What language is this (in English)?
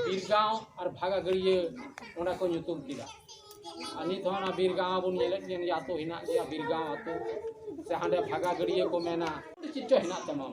Santali